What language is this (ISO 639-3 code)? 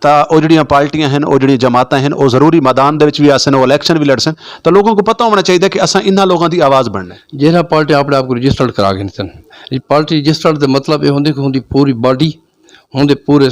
skr